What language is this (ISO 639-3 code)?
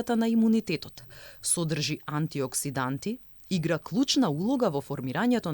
mkd